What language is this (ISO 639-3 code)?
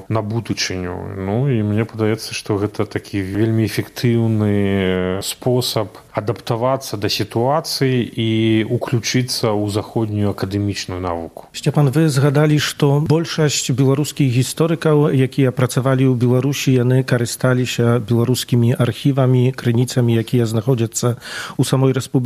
bel